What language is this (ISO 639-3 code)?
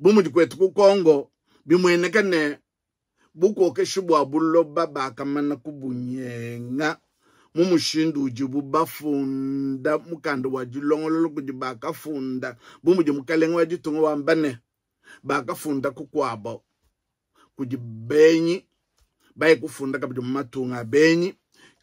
lua